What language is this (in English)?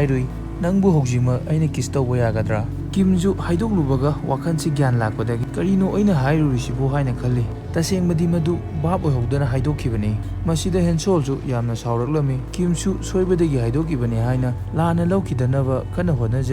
Manipuri